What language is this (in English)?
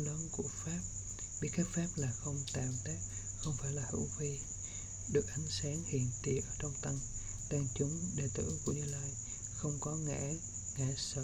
Vietnamese